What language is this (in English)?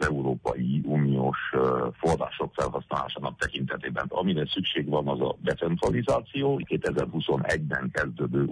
Hungarian